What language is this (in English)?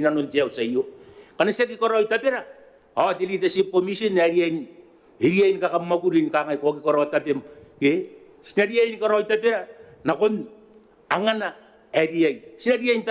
Gilbertese